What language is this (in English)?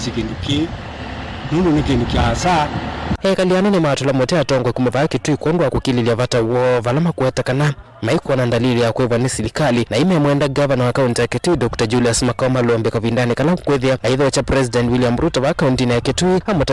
Kamba